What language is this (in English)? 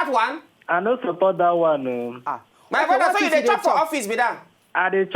Nigerian Pidgin